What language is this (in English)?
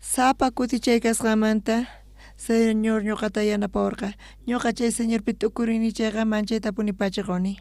South Bolivian Quechua